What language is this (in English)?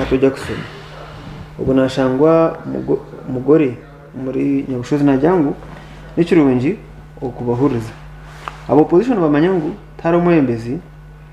Nyankole